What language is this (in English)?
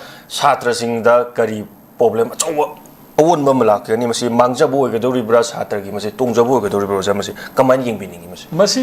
Manipuri